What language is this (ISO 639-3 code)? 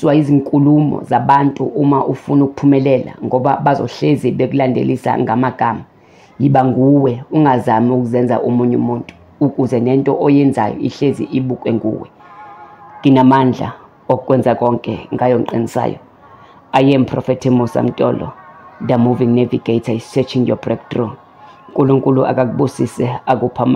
zul